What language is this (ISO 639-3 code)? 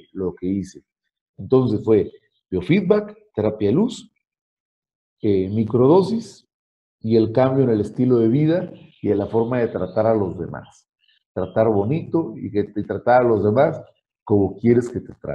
spa